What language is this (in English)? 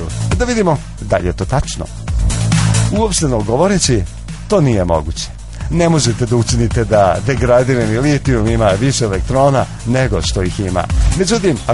Serbian